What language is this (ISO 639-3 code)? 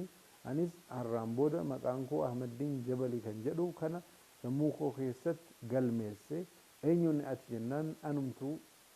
orm